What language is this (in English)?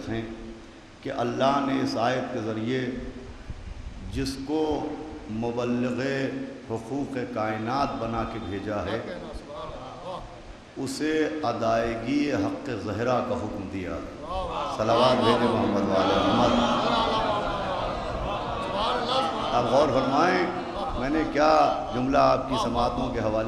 Urdu